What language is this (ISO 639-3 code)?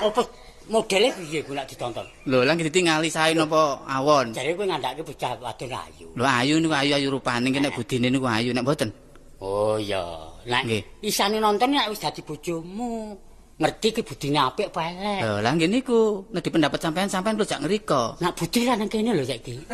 jav